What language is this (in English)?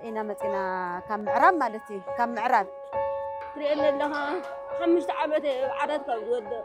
Tigrinya